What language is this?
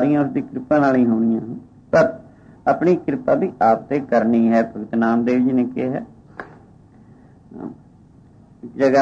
Punjabi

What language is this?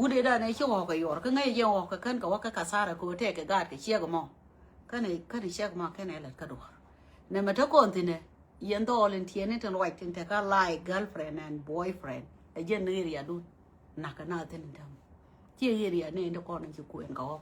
Nuer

